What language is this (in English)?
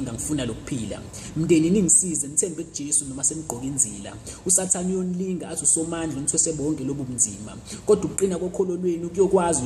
Zulu